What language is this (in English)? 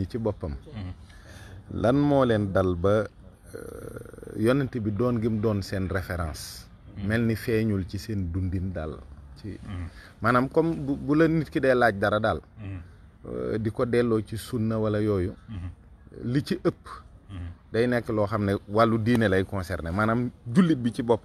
Wolof